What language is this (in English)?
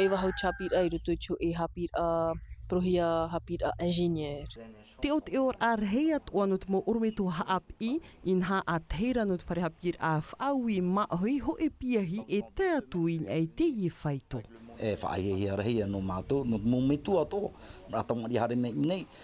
Tahitian